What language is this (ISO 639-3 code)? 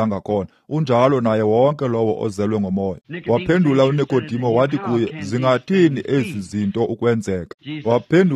xho